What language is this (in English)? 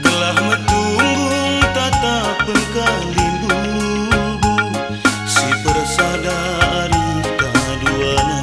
Batak Karo